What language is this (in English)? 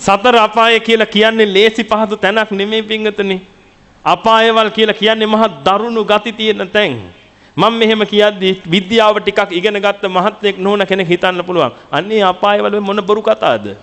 Sinhala